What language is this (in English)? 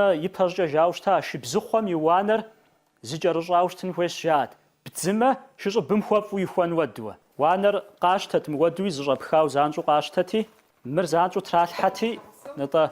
Kabardian